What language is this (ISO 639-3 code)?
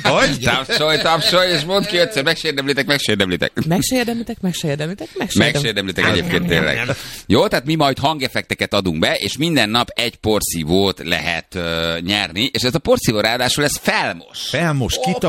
hun